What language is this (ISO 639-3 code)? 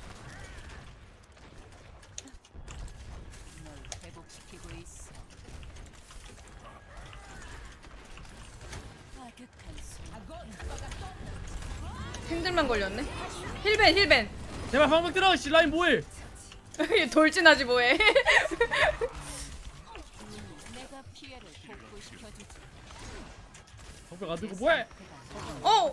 kor